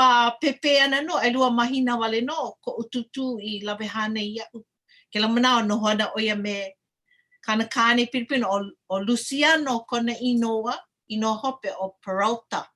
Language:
Hawaiian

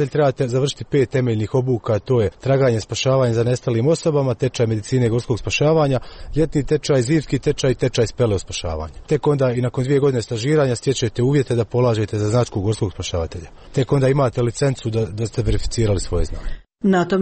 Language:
Croatian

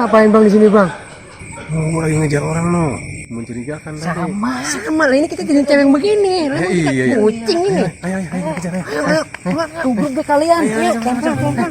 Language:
Betawi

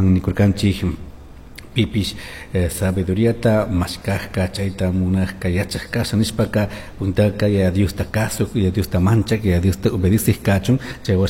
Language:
Chimborazo Highland Quichua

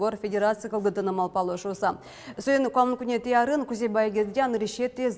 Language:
Udmurt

